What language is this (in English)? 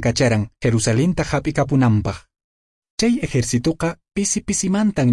Quechua